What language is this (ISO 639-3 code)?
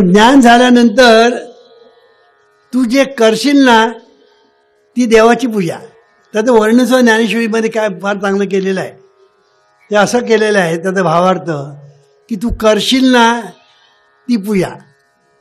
mar